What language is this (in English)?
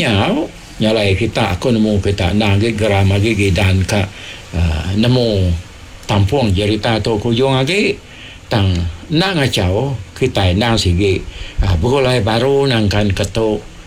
Iban